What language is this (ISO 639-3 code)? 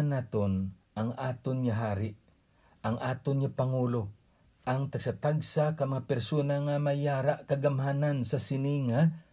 hil